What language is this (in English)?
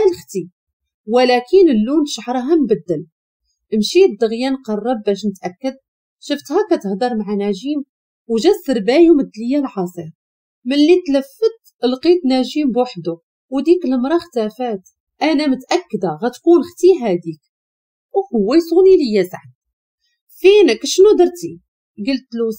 Moroccan Arabic